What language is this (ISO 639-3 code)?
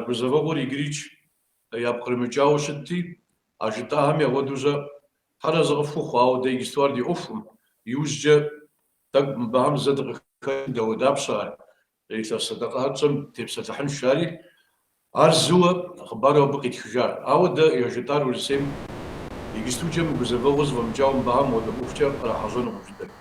kbd